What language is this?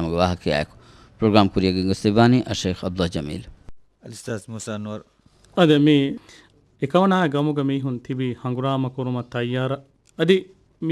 Divehi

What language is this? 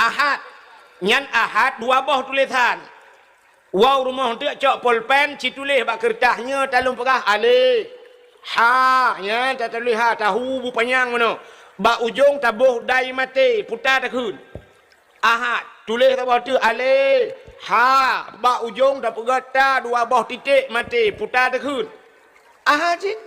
Achinese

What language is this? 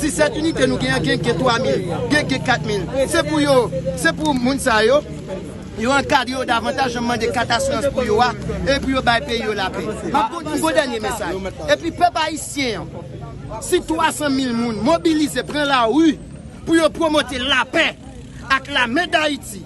Haitian Creole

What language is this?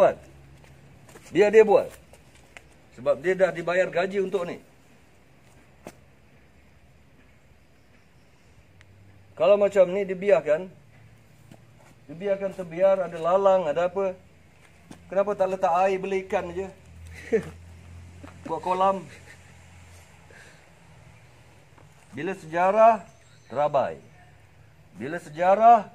Malay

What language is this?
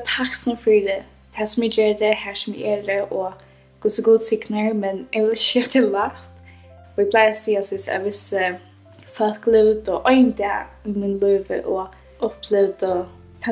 Faroese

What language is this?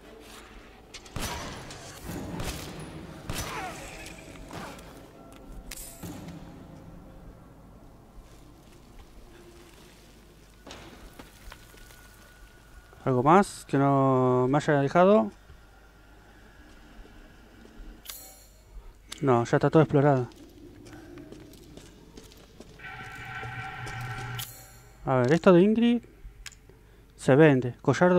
Spanish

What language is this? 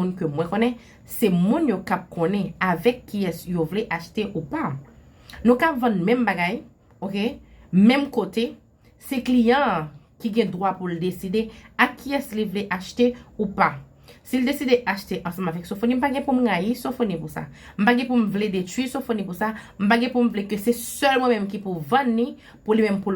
Haitian Creole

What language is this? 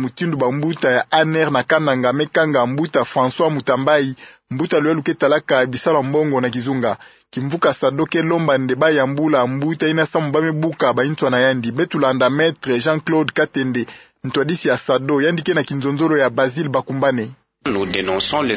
Kituba (Democratic Republic of Congo)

